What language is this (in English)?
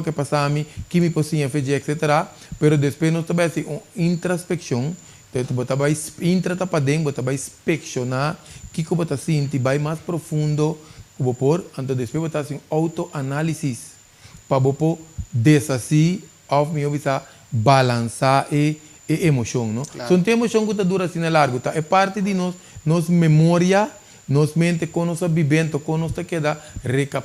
Papiamento